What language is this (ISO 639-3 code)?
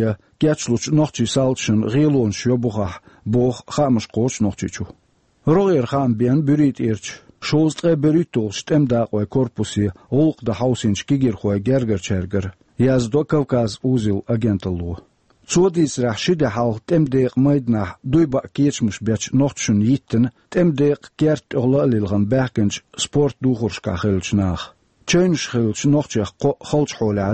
che